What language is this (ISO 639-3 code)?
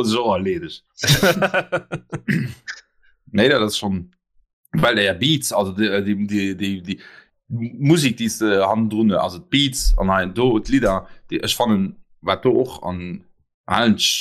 ltz